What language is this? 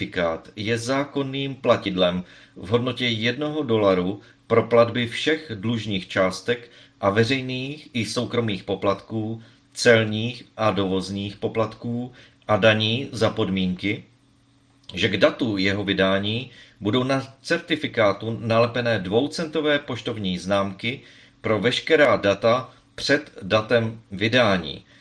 Czech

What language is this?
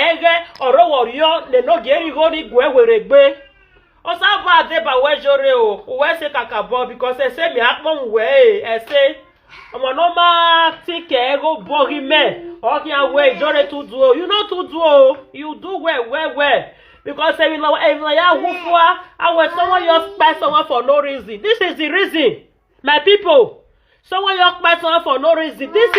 Nigerian Pidgin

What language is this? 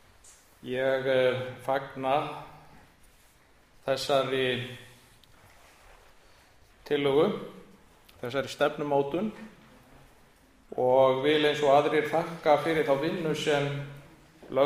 Icelandic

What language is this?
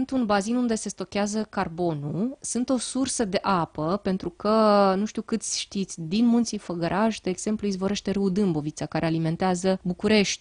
Romanian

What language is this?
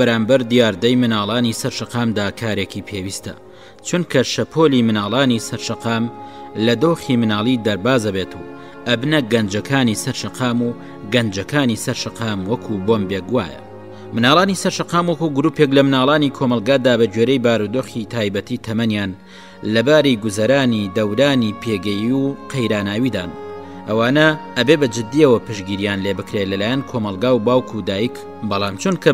Central Kurdish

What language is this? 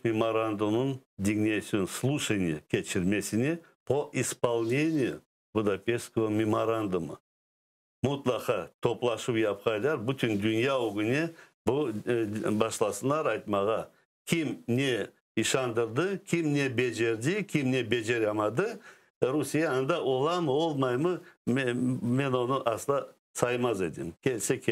Crimean Tatar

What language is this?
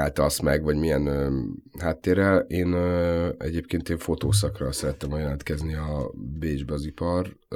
Hungarian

